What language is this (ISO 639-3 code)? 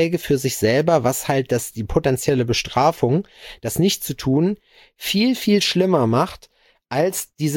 deu